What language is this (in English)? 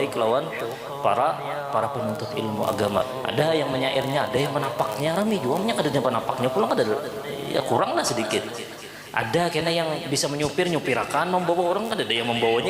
Banjar